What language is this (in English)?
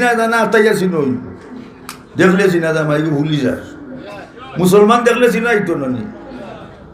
Sylheti